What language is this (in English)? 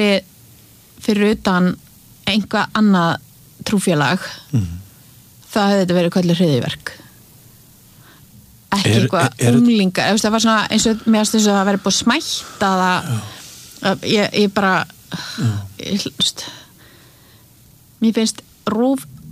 Icelandic